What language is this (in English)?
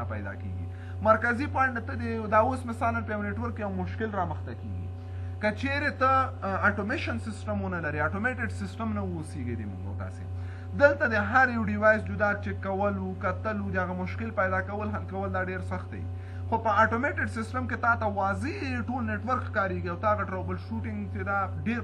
Pashto